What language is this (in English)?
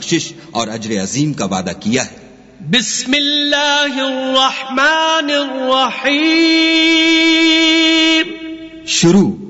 Urdu